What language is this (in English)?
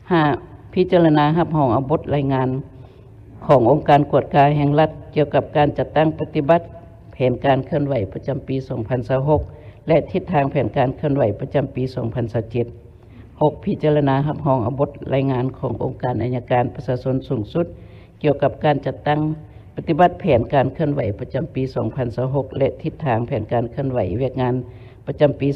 Lao